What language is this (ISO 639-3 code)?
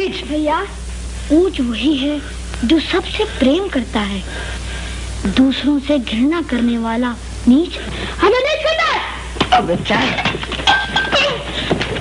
hin